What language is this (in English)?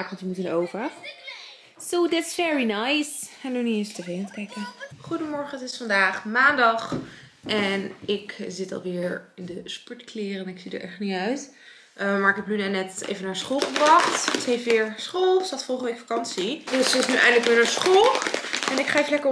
Dutch